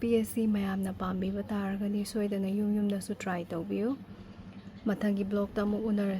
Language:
Manipuri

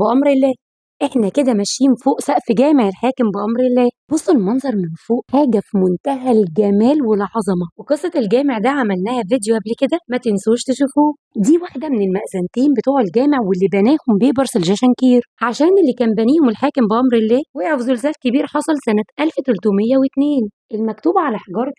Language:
Egyptian Arabic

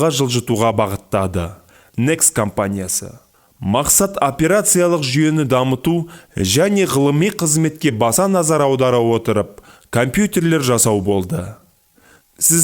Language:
Kazakh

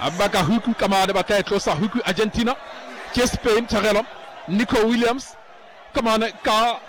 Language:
Southern Sotho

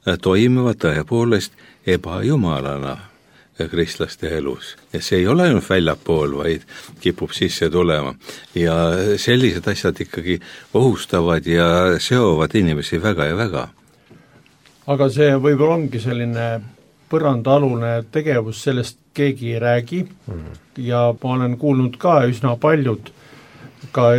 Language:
Estonian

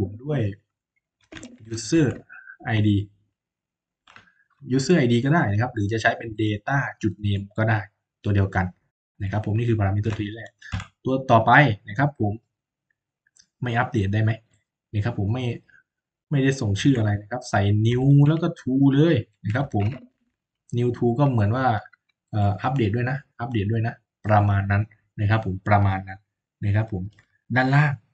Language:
Thai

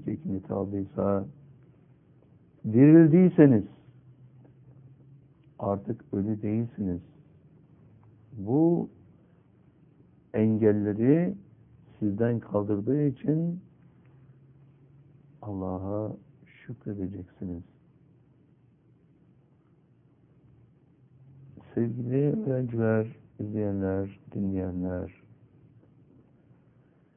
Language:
Turkish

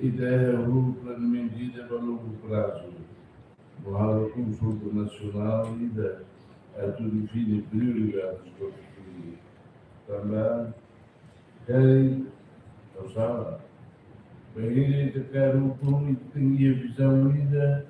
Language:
Tetum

